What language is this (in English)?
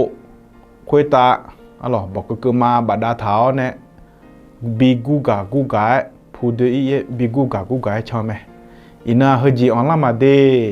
Akha